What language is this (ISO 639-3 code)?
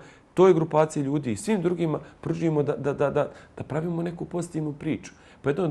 bos